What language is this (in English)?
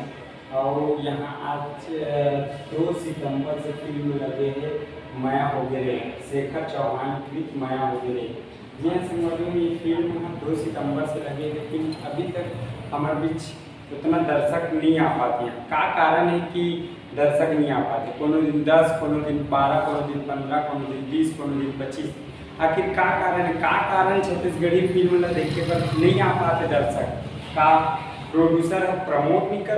Chhattisgarhi